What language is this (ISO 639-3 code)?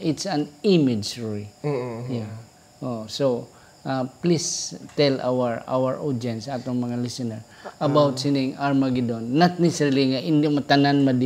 hil